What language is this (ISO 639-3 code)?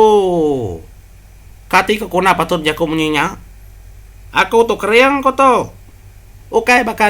iba